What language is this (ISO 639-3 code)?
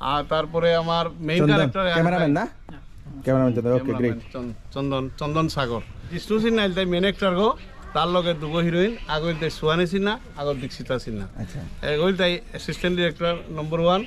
bpy